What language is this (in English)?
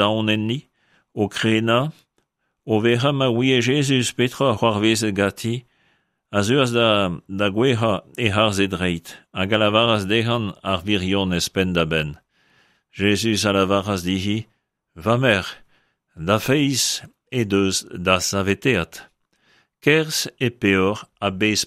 Breton